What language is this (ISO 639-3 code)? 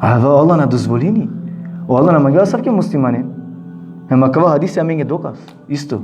rmn